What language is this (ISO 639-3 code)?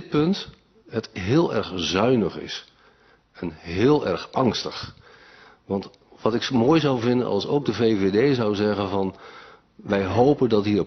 nld